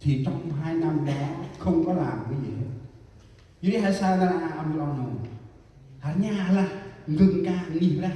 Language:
Central Mnong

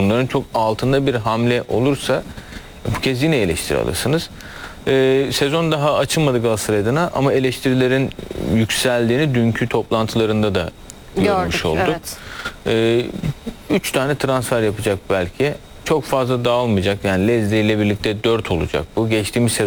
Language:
Turkish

